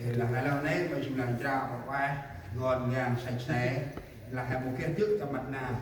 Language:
Central Mnong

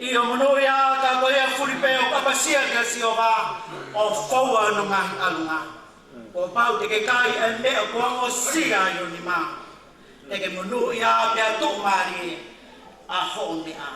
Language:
Tongan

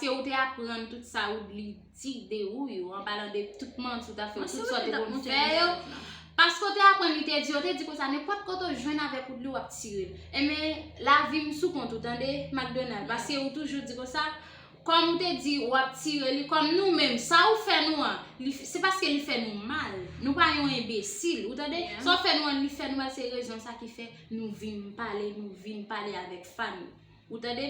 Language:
Haitian Creole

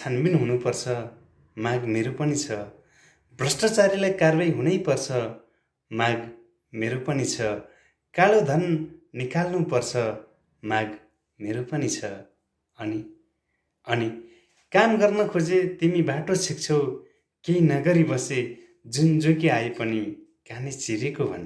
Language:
Nepali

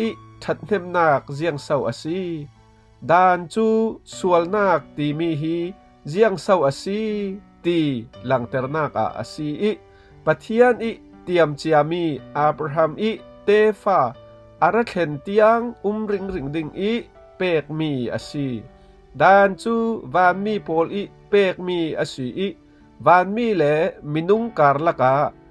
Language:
Falam Chin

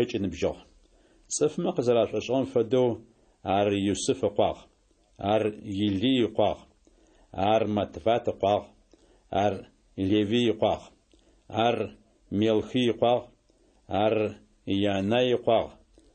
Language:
Adyghe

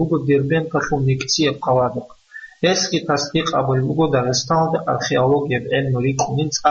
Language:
Avaric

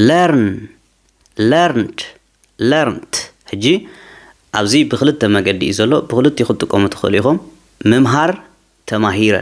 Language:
Tigrinya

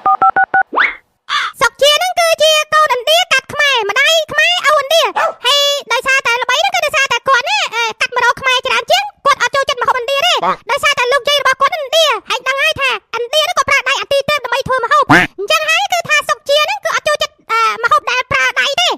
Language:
Khmer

